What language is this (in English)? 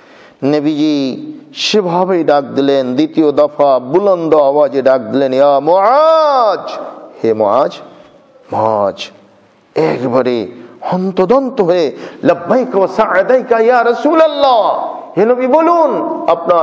Bangla